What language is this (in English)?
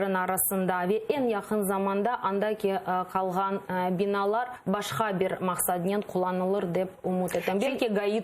Crimean Tatar